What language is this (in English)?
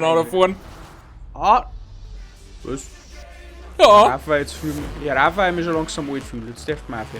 Bavarian